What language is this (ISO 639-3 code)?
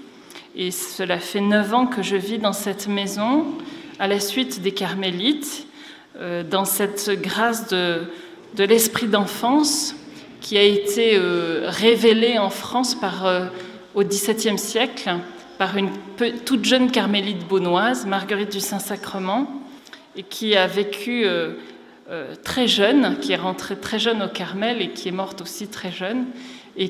fra